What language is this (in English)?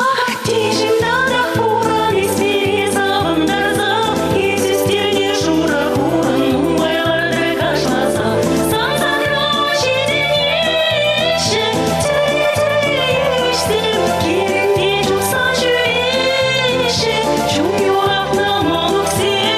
Chuvash